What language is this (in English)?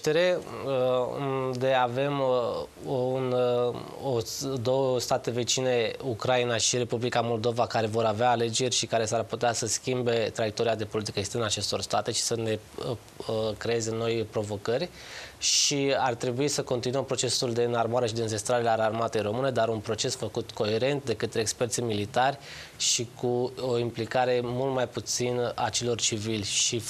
Romanian